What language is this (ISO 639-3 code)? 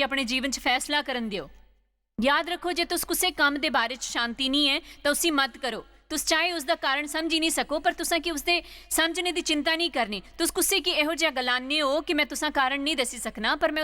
doi